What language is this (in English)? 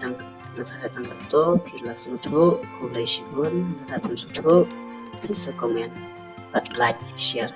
Khasi